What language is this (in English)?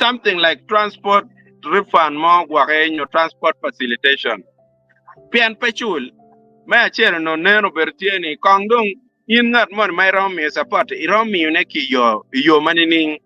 Acoli